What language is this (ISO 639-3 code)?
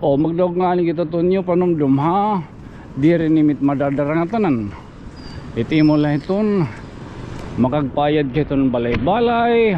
war